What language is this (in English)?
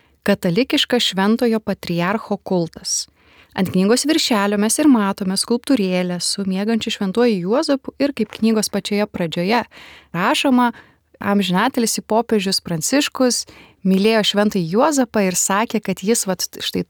Lithuanian